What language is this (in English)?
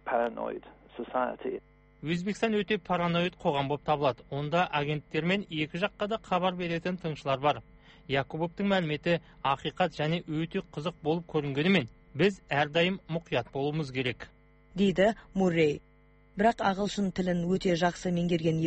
Kazakh